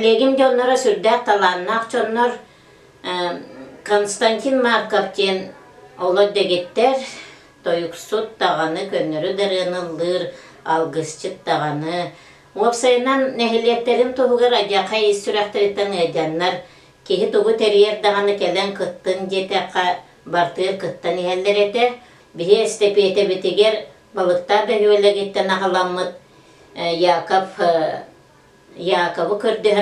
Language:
Yakut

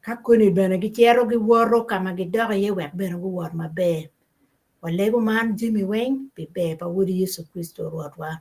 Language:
Acoli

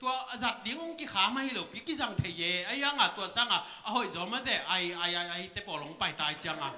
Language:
Tedim Chin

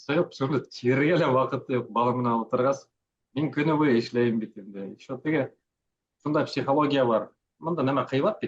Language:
Bashkir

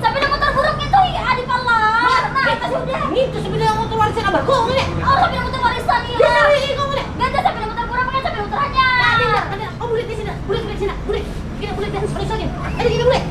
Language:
Banjar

